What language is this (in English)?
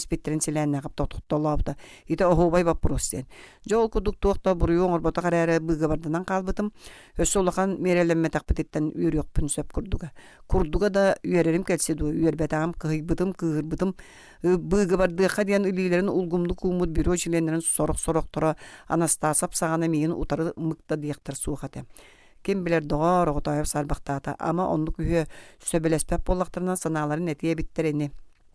Yakut